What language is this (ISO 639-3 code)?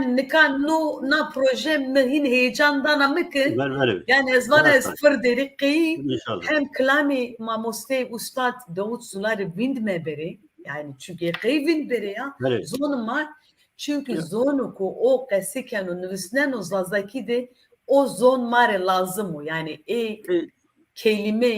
zza